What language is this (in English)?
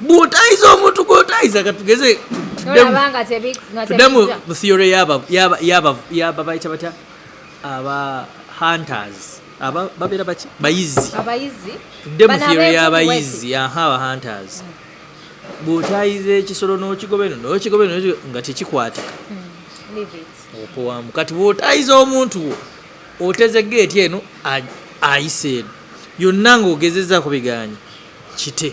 Ganda